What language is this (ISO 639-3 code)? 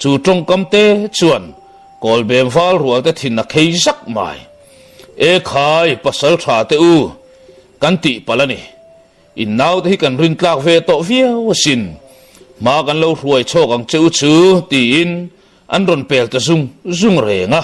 lus